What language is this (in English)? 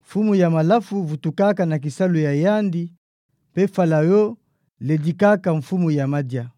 Kituba (Democratic Republic of Congo)